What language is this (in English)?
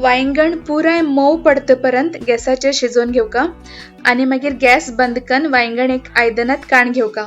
Konkani